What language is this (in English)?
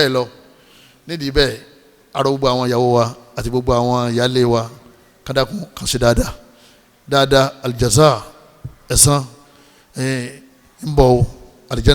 Yoruba